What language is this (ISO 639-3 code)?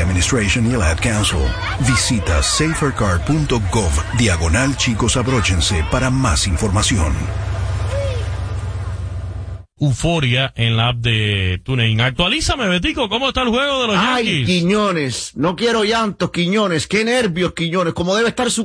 spa